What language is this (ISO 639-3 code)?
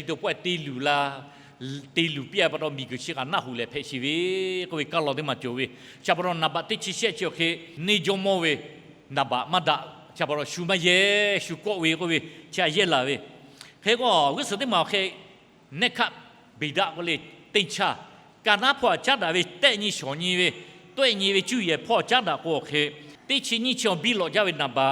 lhu